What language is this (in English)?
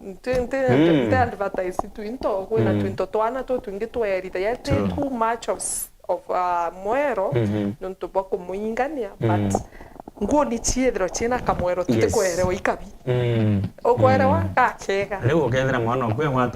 Meru